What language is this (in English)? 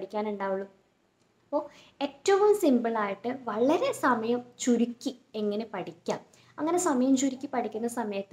Malayalam